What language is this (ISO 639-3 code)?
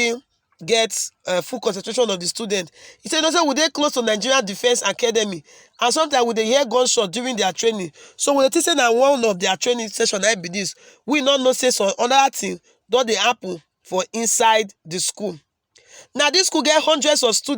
pcm